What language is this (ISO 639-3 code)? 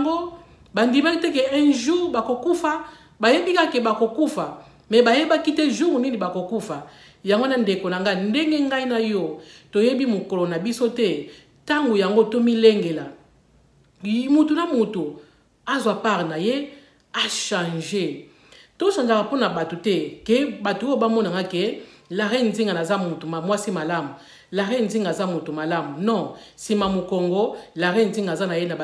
lin